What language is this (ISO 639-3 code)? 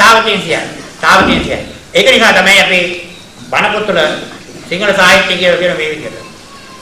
sin